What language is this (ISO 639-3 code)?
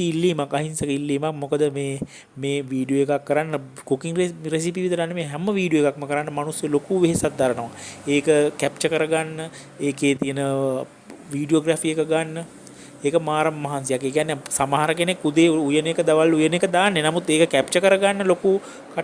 sin